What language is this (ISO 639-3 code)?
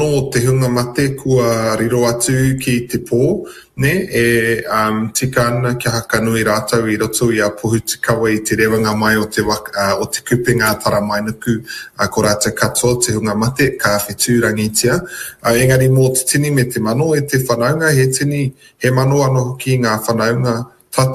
mri